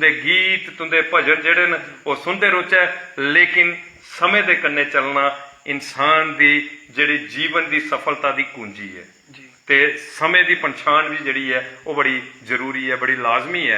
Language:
Dogri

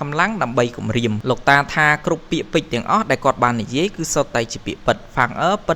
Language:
Khmer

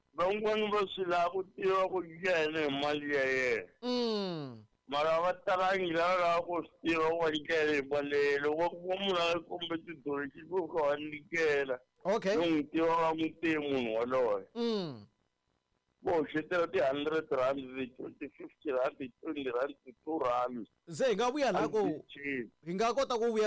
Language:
Tsonga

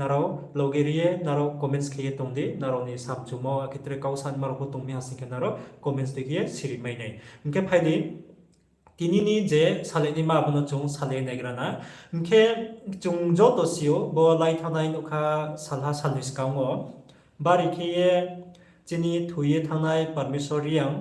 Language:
Riang (India)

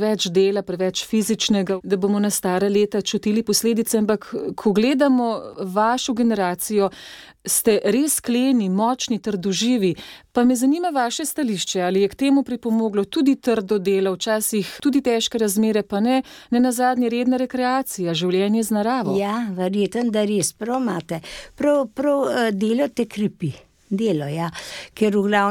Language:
Slovenian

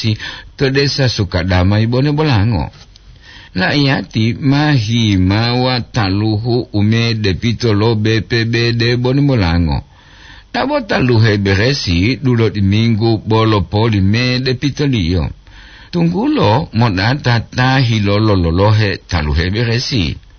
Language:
Gorontalo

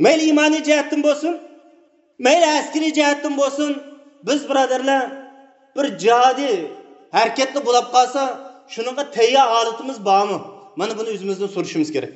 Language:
Uyghur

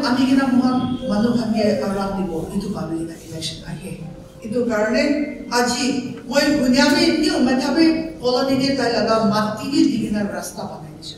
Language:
Naga Pidgin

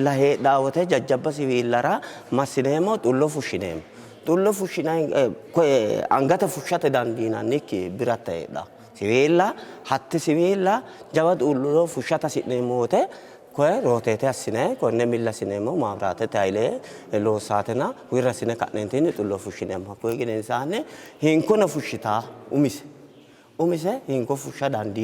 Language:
Sidamo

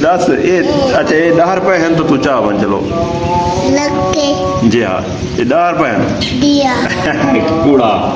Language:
Saraiki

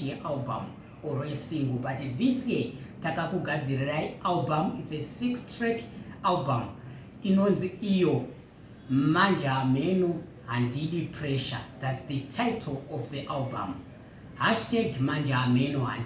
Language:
Shona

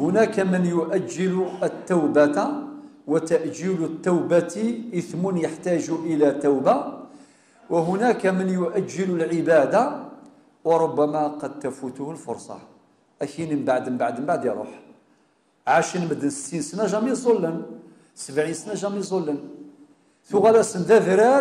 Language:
Kabyle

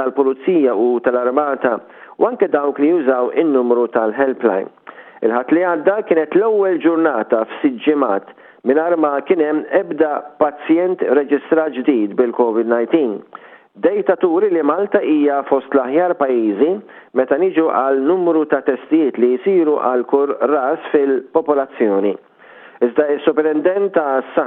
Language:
Maltese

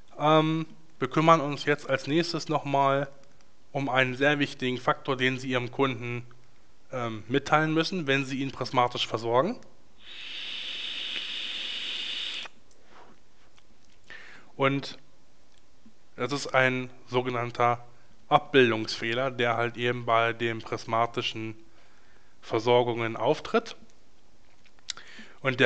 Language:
German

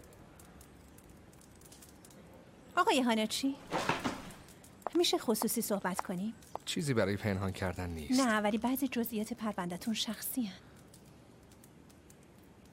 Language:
Persian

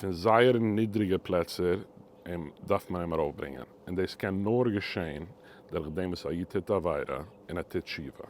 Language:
Yiddish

